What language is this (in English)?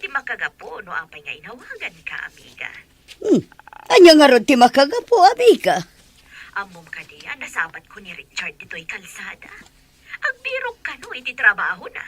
Iloko